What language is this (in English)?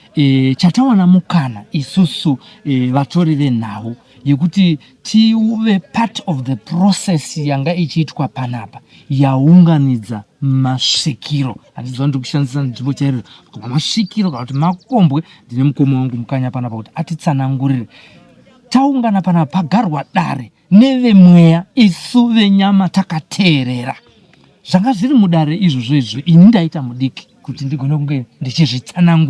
Shona